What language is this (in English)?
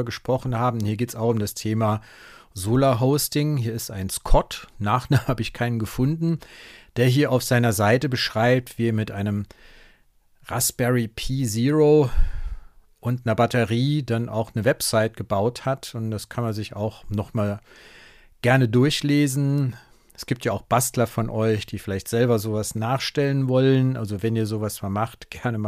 German